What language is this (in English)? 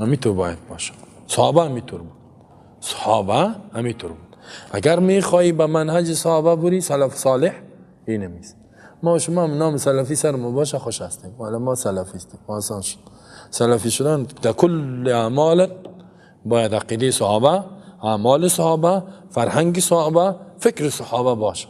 Persian